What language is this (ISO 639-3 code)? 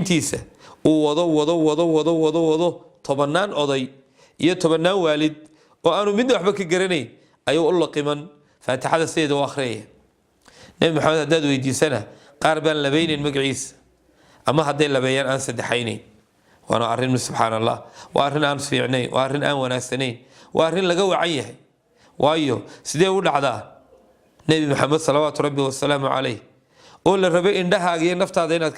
som